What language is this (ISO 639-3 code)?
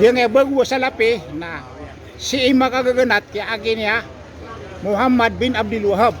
mrw